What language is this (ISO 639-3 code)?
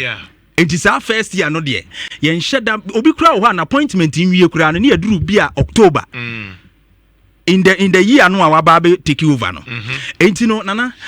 aka